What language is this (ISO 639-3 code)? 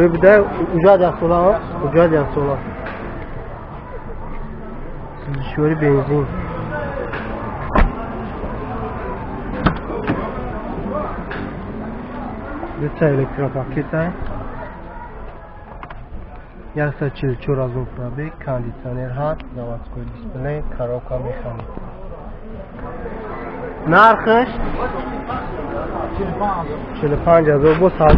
fas